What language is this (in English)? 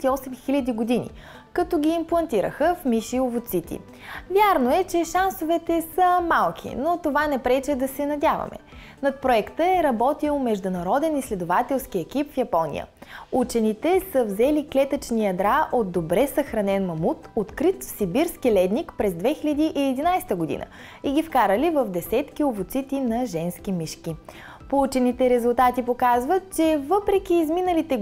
Bulgarian